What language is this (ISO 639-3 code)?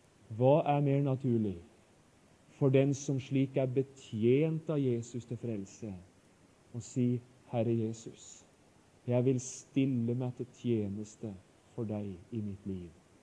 nor